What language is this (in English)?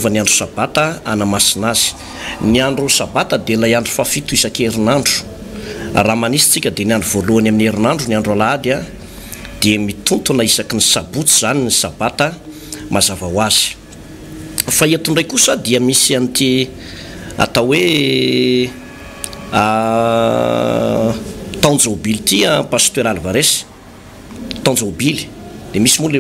Malagasy